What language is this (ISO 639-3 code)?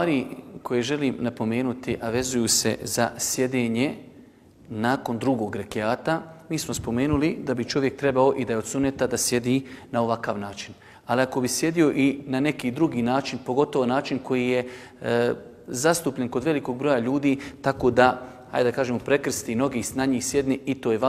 bos